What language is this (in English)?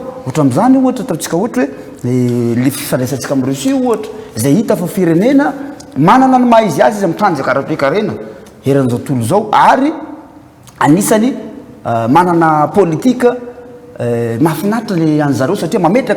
Malagasy